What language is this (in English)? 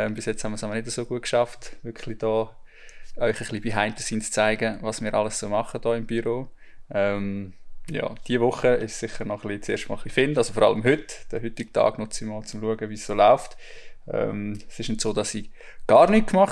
Swiss German